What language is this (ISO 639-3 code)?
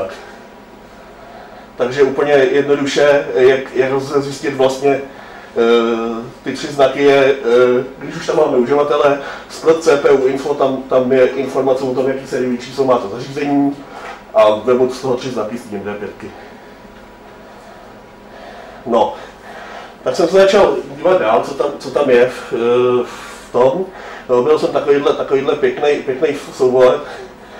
ces